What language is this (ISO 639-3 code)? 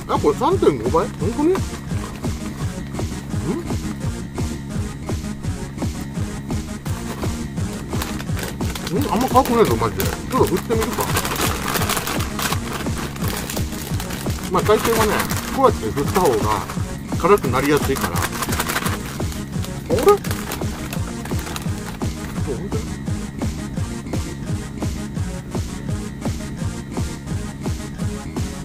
jpn